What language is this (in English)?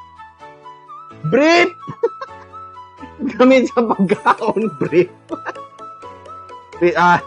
Cebuano